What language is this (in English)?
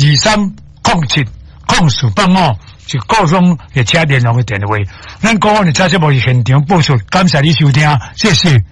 Min Nan Chinese